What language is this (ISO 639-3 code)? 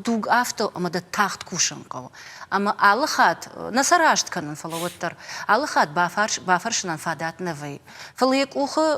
oss